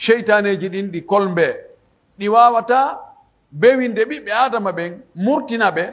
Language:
Pular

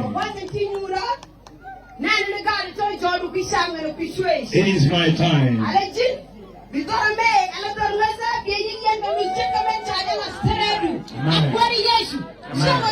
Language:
Nuer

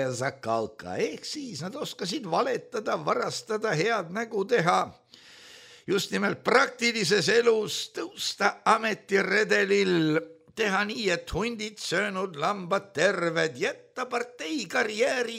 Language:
Estonian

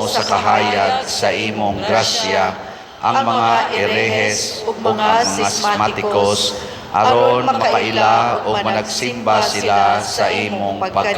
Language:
Cebuano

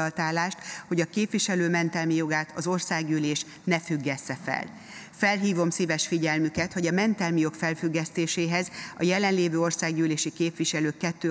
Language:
Hungarian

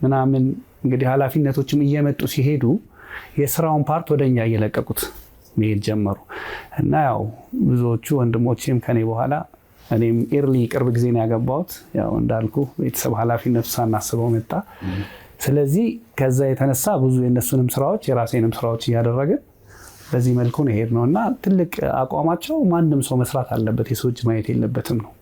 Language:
Amharic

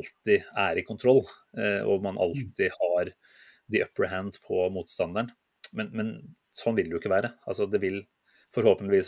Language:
Norwegian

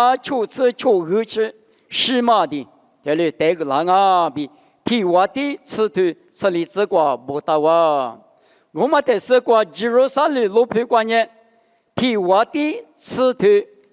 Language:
Lisu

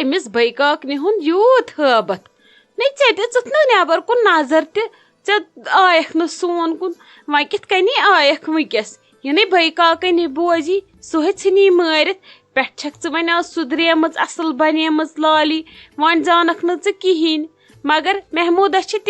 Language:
Kashmiri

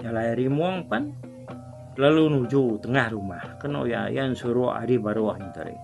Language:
Iban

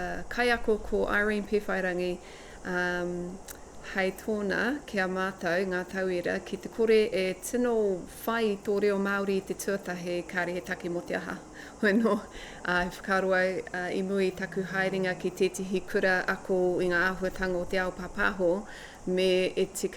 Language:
Māori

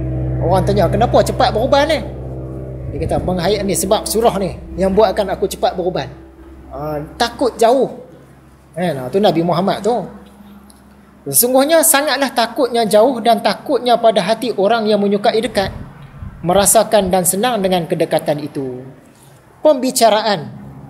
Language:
Malay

